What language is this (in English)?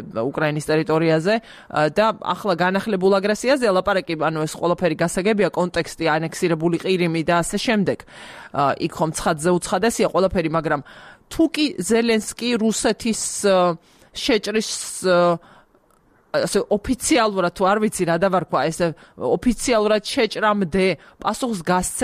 Georgian